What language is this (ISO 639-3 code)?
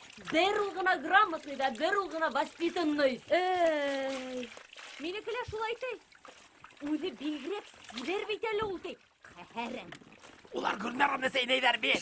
bak